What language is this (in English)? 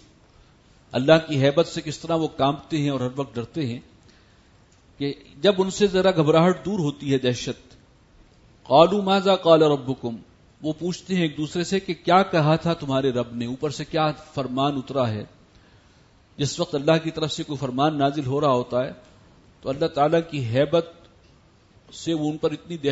Urdu